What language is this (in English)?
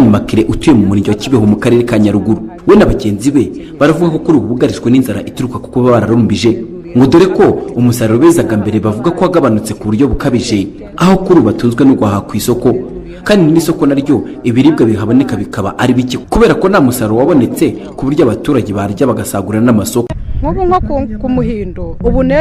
Kinyarwanda